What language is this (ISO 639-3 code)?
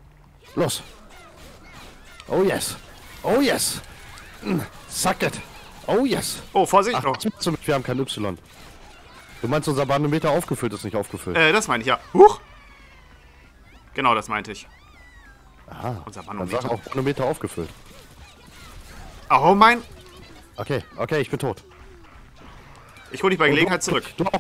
deu